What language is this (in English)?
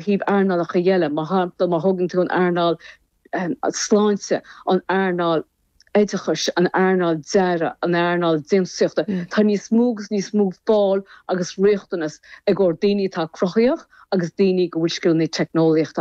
Irish